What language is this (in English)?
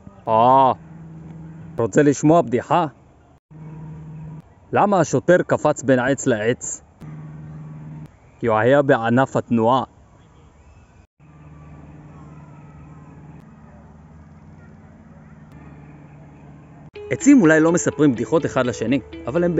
Hebrew